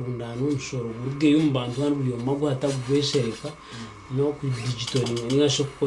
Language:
Nyankole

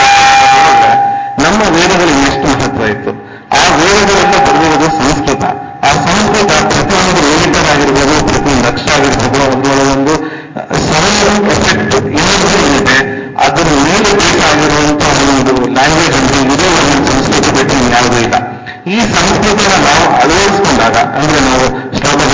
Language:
Kannada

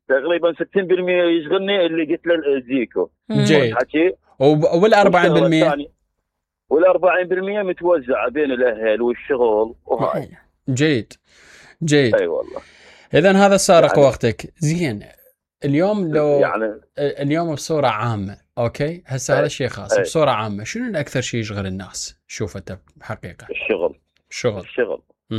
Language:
Mesopotamian Arabic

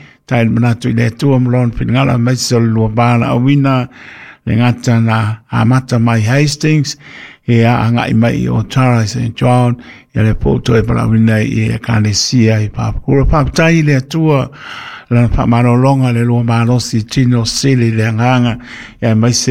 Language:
Samoan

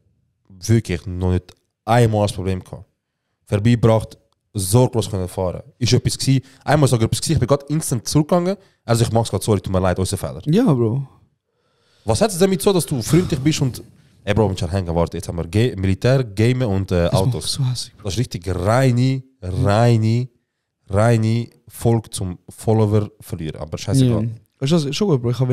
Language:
Swiss German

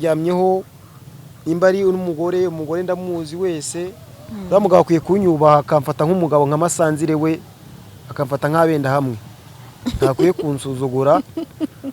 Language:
Kinyarwanda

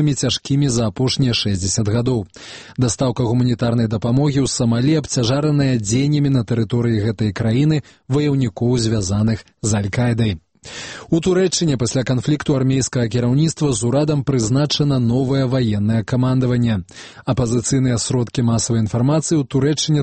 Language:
Belarusian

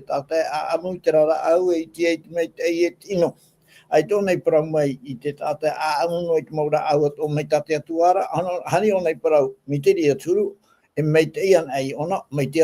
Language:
Tahitian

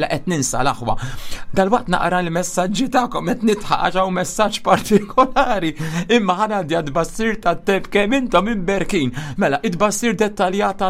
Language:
Maltese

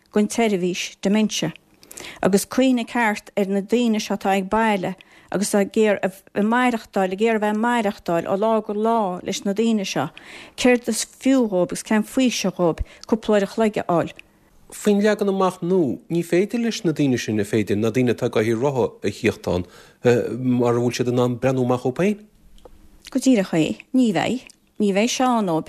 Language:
Irish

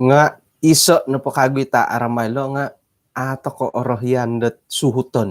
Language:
Central Dusun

